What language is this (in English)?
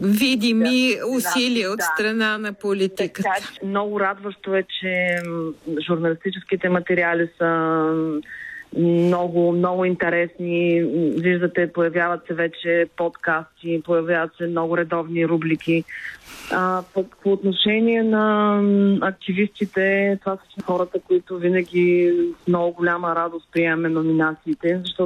Bulgarian